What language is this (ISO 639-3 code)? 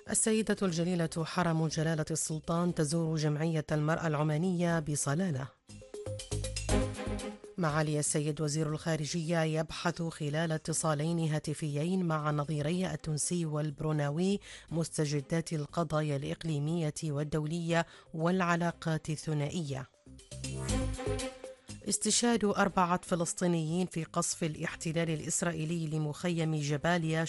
ara